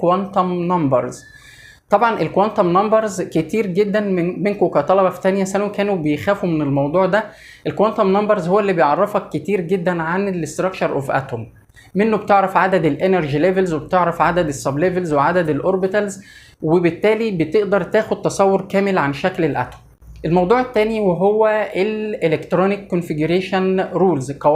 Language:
Egyptian Arabic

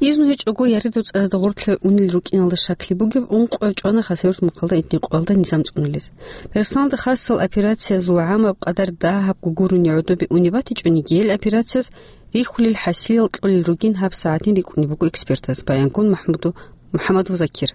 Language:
Avaric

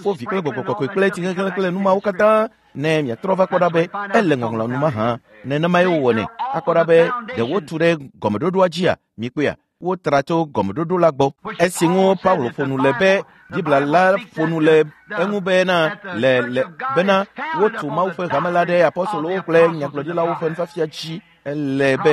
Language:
Ewe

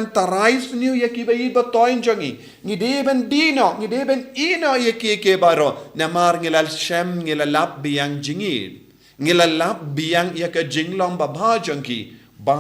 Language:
Khasi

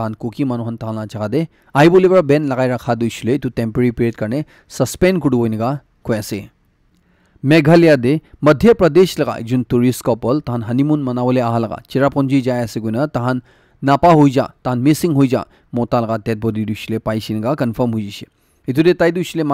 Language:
Naga Pidgin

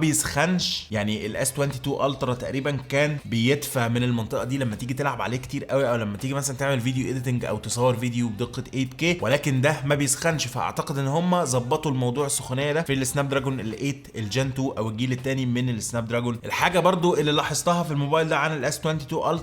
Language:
Egyptian Arabic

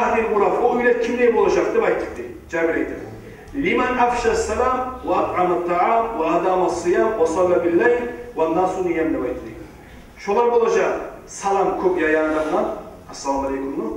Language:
Kumyk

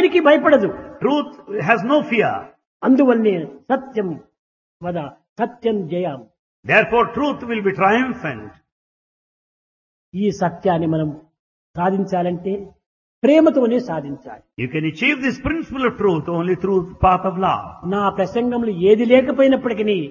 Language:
Telugu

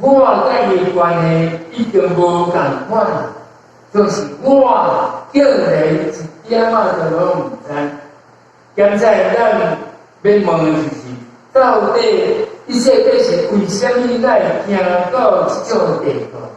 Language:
Min Nan Chinese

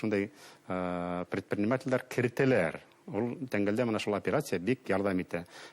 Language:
Bashkir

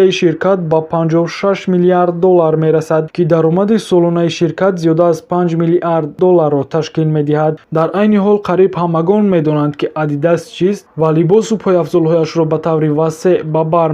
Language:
Tajik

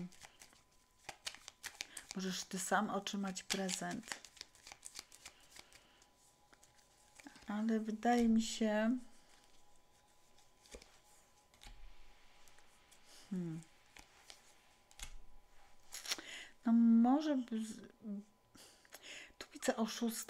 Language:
Polish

